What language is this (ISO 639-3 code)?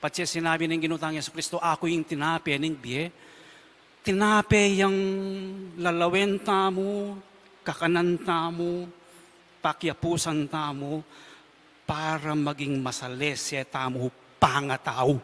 pam